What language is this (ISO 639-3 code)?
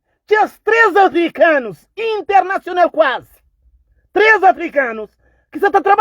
kea